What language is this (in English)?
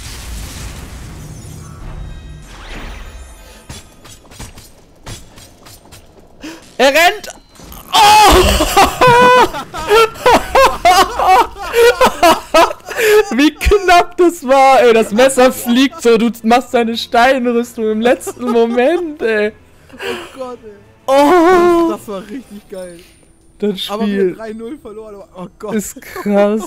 German